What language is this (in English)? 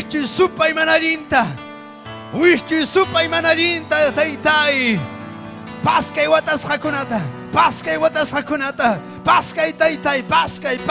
Ayacucho Quechua